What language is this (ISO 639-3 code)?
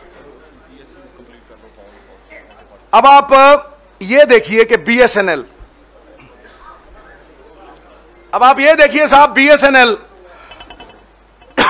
hin